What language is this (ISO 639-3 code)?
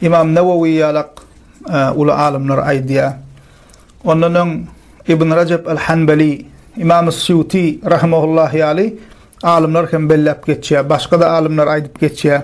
tuk